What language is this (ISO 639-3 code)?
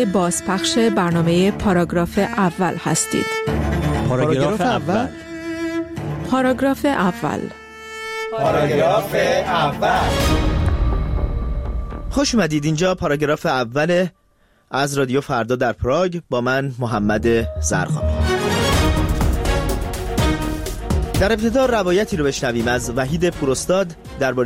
fas